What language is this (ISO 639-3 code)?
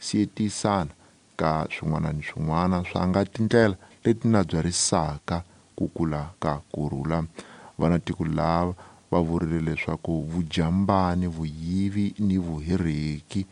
tso